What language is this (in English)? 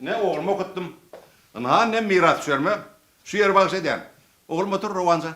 Turkmen